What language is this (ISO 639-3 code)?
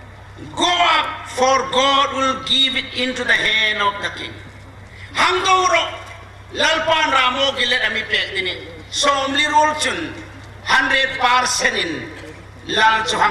hmr